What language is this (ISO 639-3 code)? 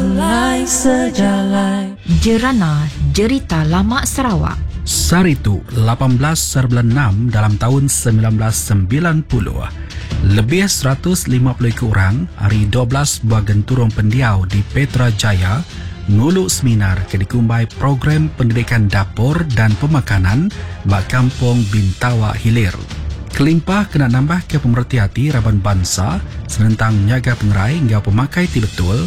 iba